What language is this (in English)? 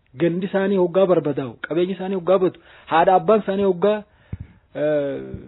Oromo